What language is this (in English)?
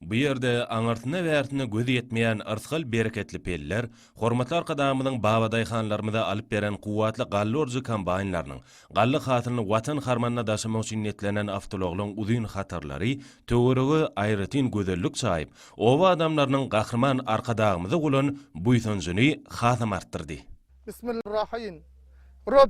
Turkmen